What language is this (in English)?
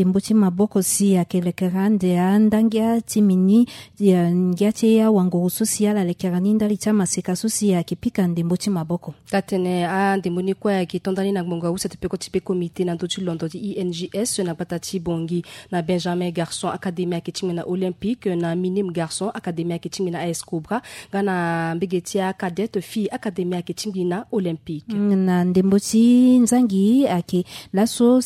Sango